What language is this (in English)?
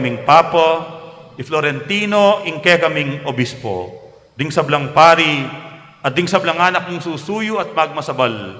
Pampanga